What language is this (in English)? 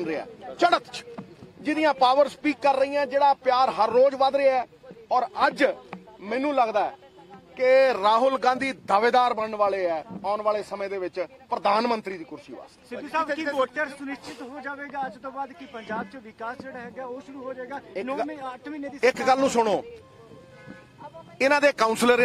Punjabi